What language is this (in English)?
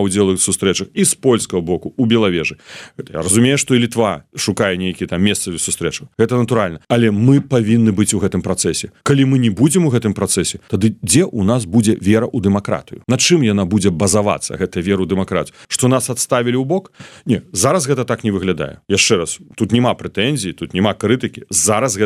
Belarusian